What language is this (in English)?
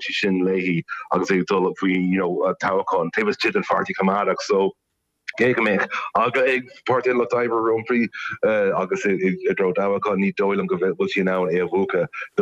Irish